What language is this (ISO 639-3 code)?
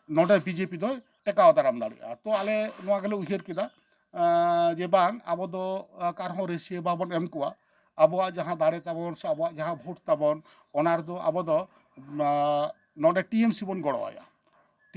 sat